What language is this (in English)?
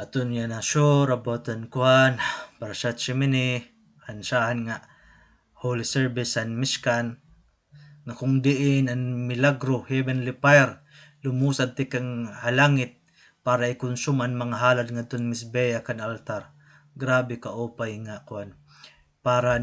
Waray